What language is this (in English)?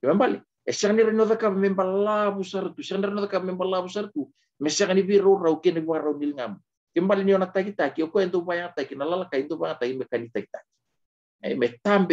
Fijian